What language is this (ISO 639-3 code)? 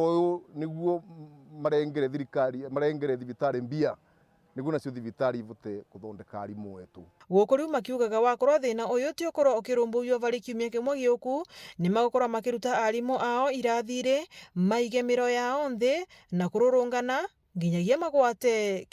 mer